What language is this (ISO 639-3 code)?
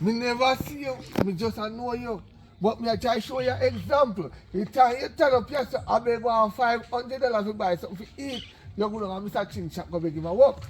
jam